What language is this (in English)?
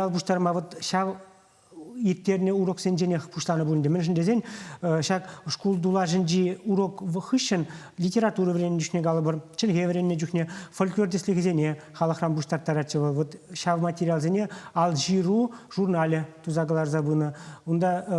Chuvash